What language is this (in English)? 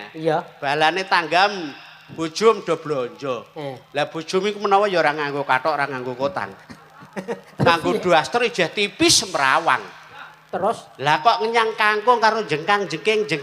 Javanese